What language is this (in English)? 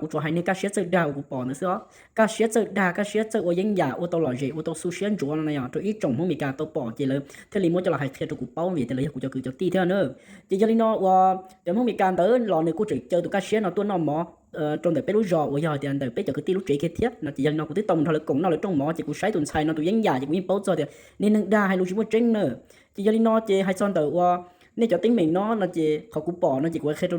Hmong